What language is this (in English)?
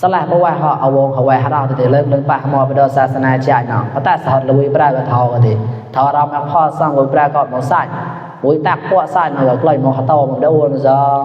Mon